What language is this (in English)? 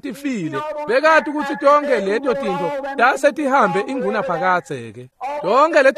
Swati